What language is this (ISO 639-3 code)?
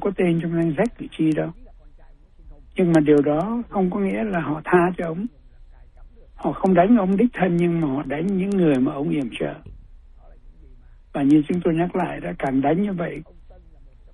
vie